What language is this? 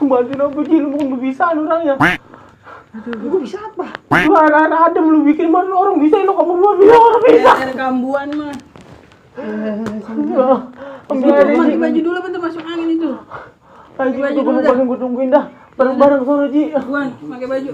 Betawi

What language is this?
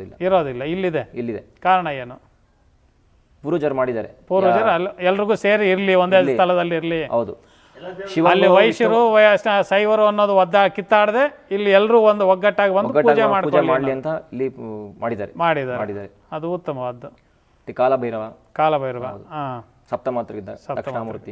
Kannada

